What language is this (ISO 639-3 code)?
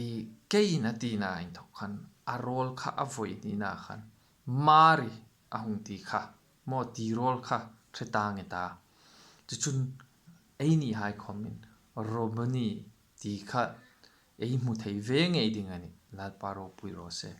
hmr